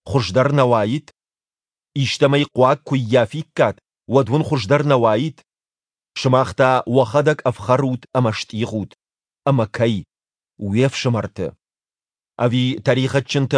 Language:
Ossetic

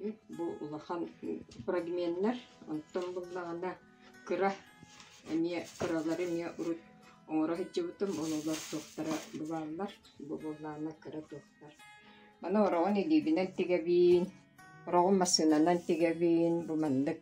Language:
Yakut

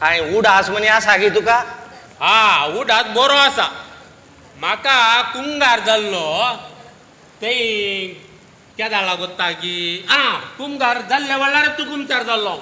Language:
Konkani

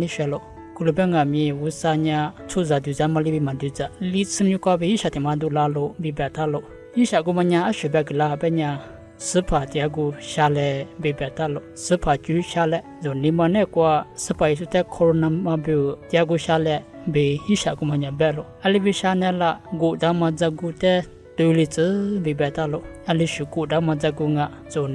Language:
Lisu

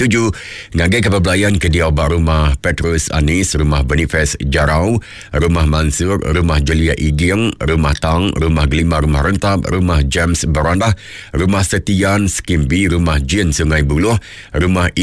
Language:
Iban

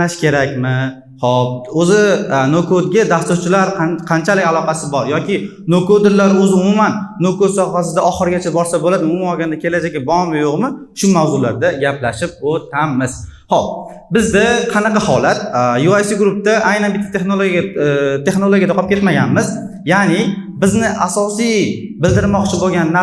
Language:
Uzbek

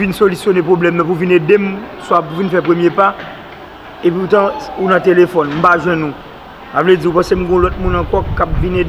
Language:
Haitian Creole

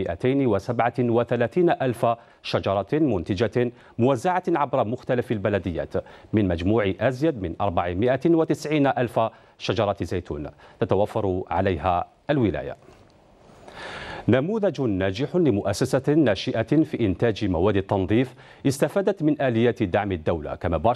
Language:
Arabic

